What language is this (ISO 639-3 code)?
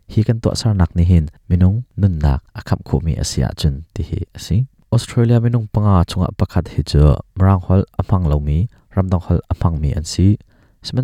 cnh